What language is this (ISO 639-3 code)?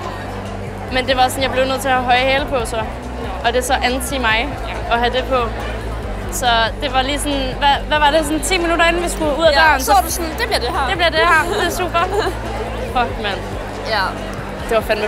dan